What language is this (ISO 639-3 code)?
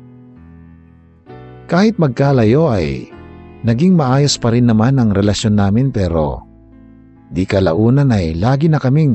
fil